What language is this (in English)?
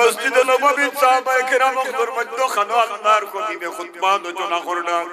Sylheti